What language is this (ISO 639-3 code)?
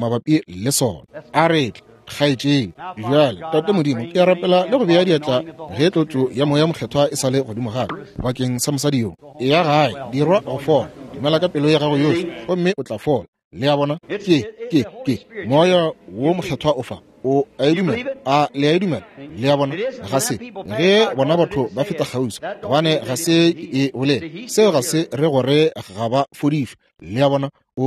nso